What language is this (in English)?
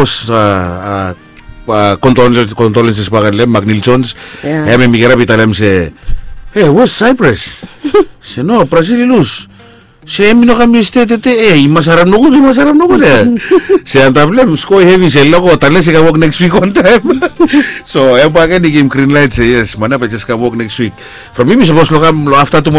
Bislama